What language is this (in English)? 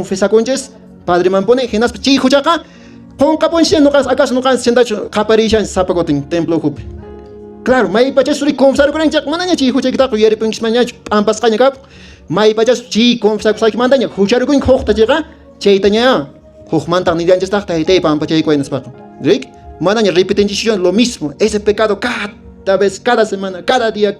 Quechua